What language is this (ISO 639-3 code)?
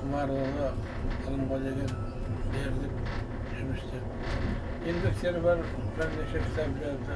kaz